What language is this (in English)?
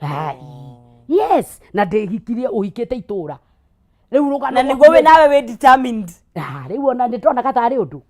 Kikuyu